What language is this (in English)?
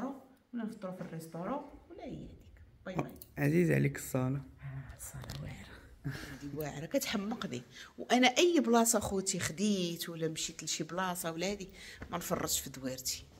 Moroccan Arabic